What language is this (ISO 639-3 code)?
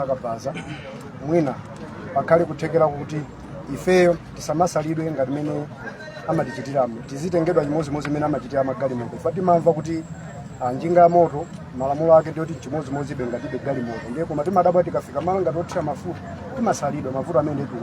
nya